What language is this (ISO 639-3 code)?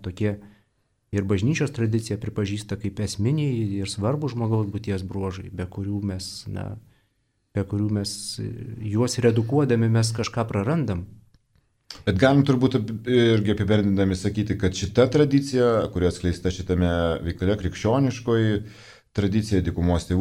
lit